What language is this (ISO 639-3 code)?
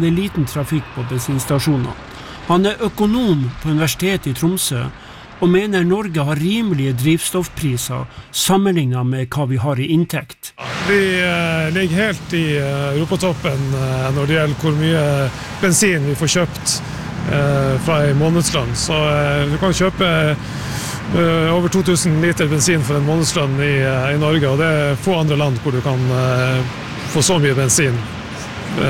nor